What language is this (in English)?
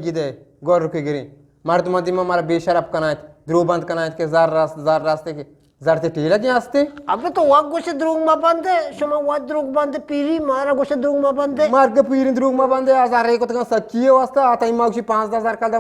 Eastern Balochi